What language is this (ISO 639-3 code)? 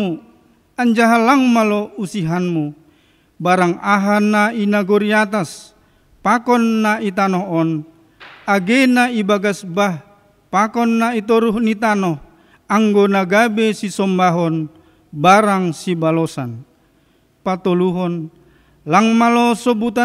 bts